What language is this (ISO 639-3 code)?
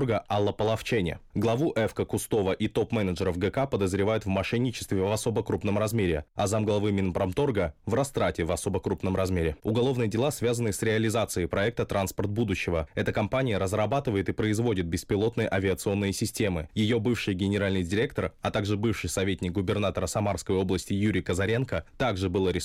rus